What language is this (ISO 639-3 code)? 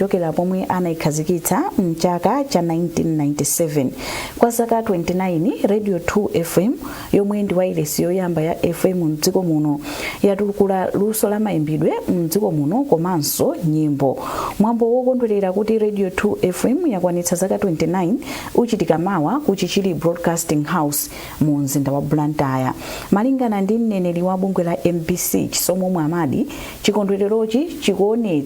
nya